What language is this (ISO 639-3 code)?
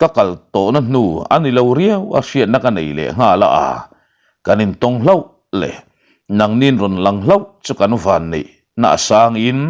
lus